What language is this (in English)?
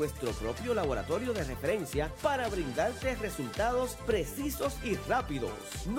Spanish